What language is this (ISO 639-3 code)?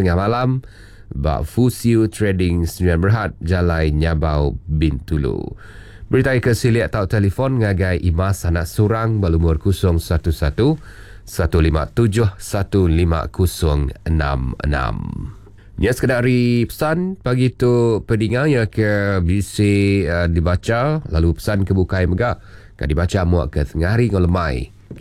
iba